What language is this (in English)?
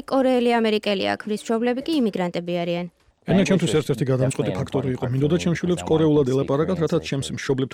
Georgian